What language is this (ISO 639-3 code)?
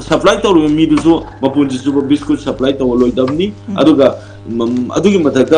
mni